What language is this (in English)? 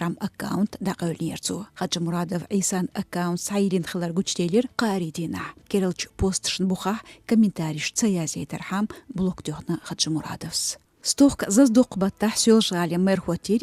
Chechen